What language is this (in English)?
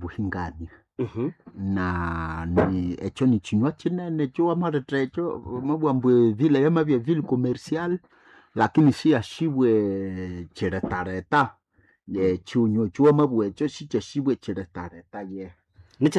Nande